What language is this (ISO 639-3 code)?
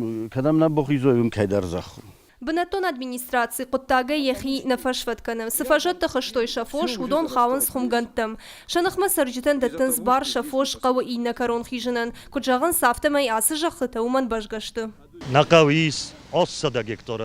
oss